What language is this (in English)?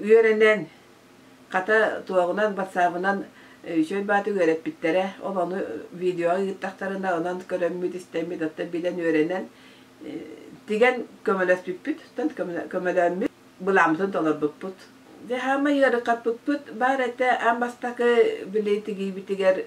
Yakut